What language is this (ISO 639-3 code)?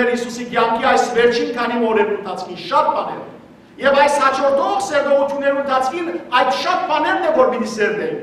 hyw